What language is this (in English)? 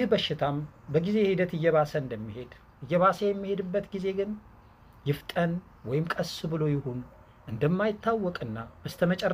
Amharic